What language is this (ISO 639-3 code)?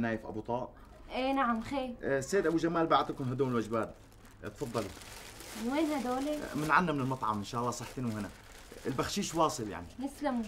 apc